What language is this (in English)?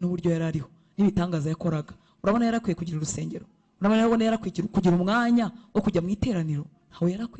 Kinyarwanda